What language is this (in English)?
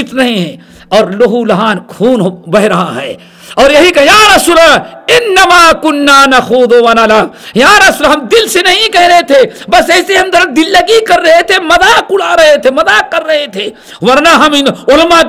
Urdu